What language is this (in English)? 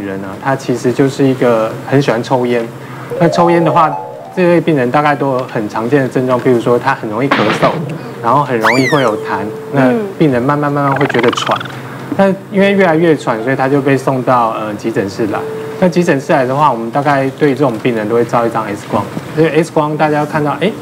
Chinese